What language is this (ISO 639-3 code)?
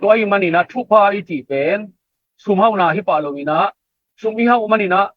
ctd